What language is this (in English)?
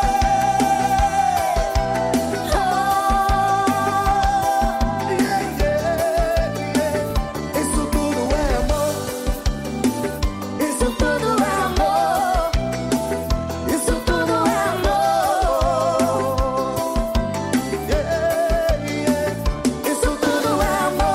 Portuguese